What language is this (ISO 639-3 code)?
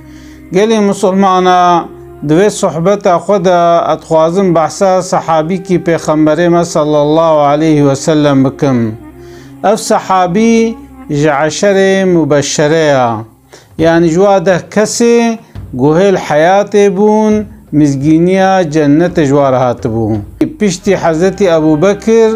kur